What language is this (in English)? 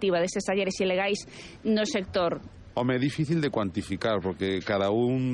Galician